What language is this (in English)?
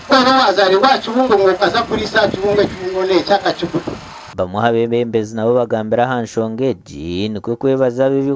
Nyankole